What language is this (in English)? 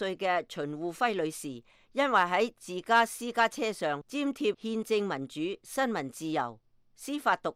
Cantonese